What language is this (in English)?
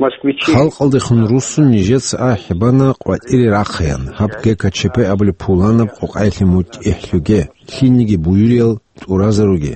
Avaric